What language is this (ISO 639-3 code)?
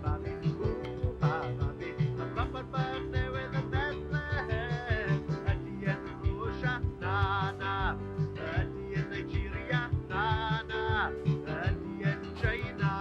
cym